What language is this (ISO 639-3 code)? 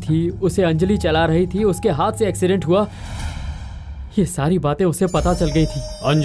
hin